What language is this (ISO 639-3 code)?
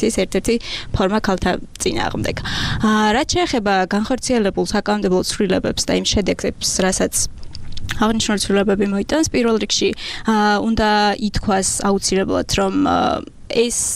kat